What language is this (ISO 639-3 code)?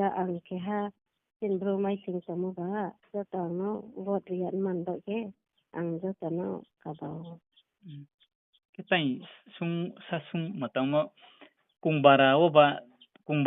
ria